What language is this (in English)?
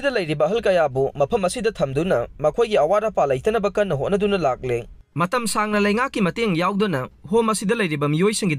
Manipuri